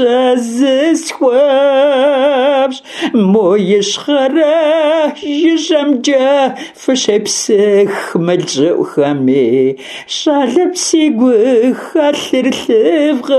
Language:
Kabardian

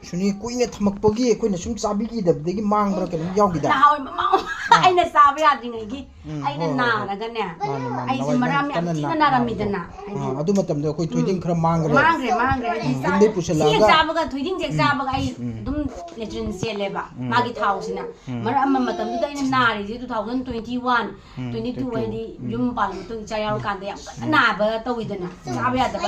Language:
Manipuri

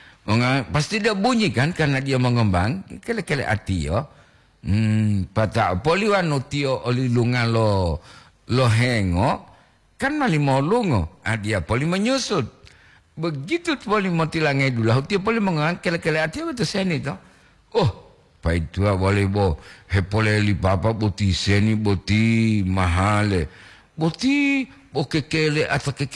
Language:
Gorontalo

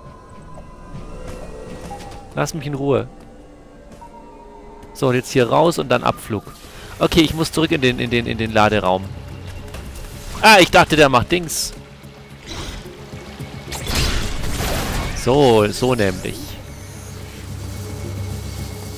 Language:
German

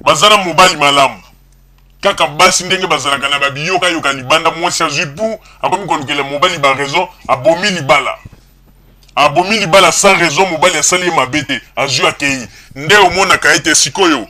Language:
Lingala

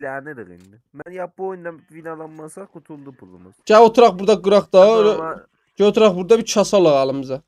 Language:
South Azerbaijani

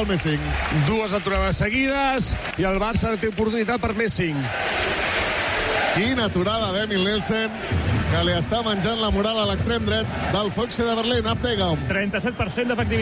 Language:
Catalan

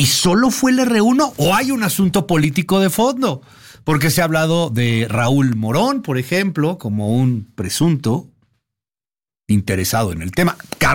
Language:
Spanish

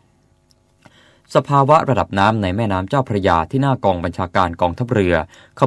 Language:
Thai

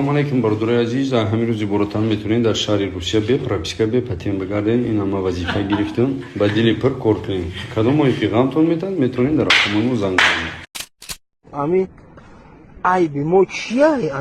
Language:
Tajik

